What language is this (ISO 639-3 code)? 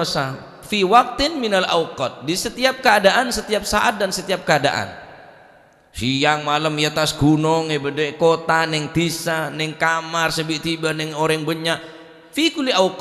mad